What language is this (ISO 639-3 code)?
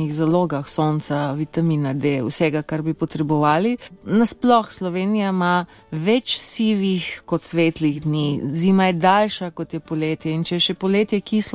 slv